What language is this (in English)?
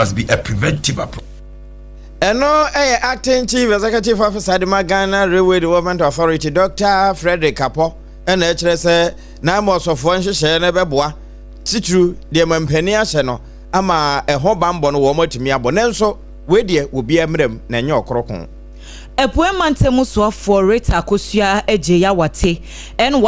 Akan